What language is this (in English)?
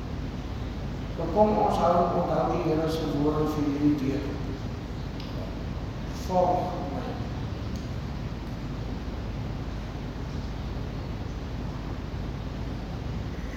Afrikaans